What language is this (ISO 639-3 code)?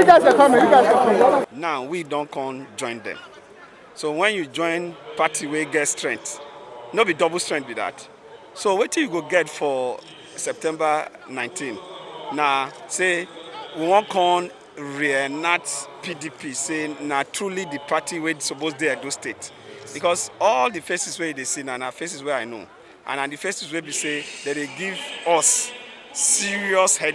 pcm